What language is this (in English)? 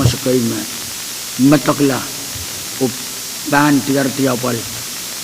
Pohnpeian